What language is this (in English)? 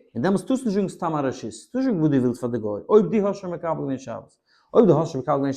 Yiddish